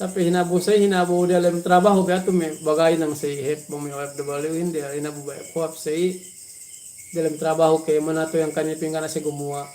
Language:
Yakan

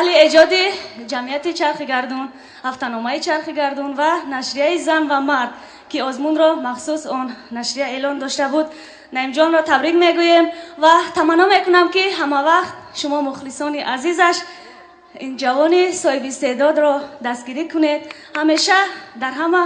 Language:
Tajik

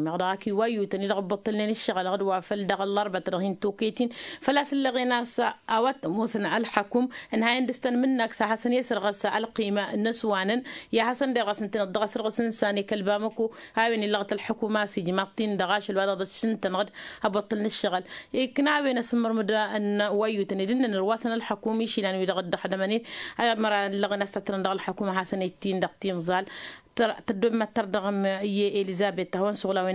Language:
Tamasheq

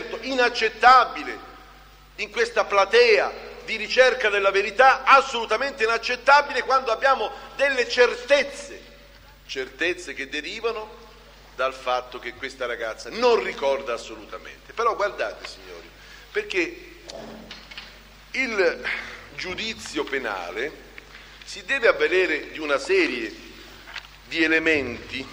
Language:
Italian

